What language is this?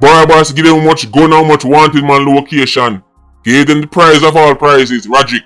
Jamaican Creole English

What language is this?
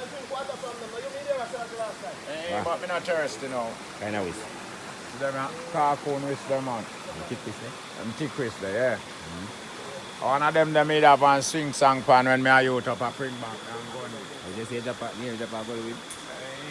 Jamaican Creole English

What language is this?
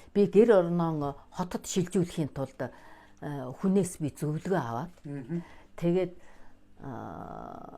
Mongolian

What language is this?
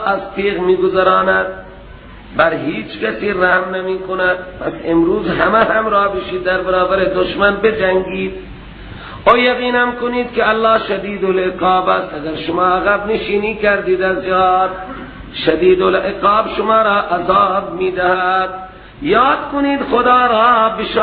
Persian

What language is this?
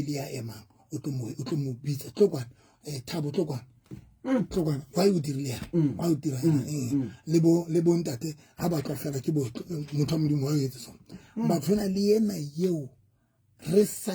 Southern Sotho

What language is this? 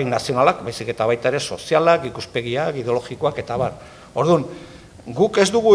Basque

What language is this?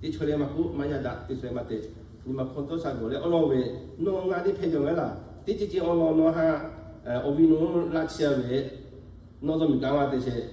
Lahu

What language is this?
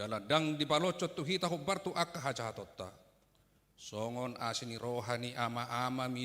Batak Toba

